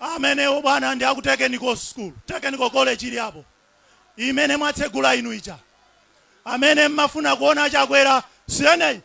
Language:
Nyanja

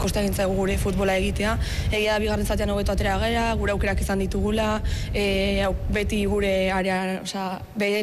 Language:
Basque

